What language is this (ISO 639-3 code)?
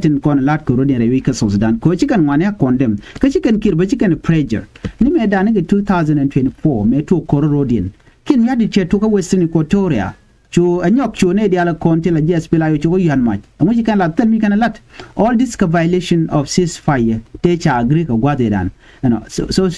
nus